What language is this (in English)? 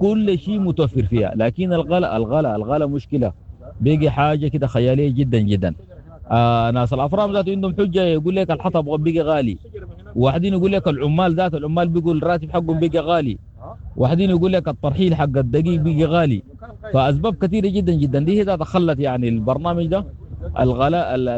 Sudanese Arabic